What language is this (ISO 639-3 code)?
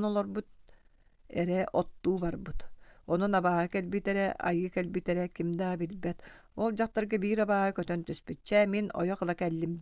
sah